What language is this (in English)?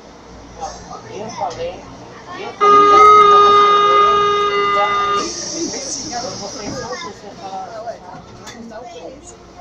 Portuguese